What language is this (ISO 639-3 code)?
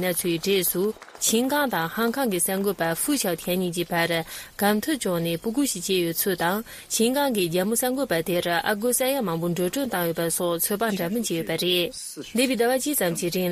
bod